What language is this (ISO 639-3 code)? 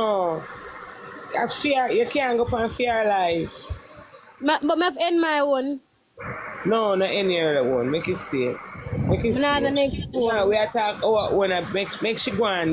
jam